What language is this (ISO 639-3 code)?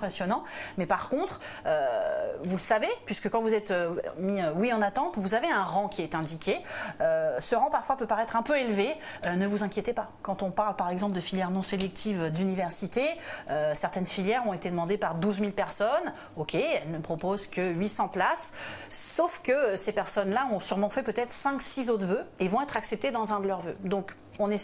fra